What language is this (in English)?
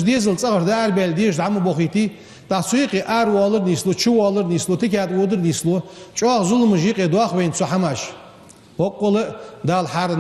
Ingush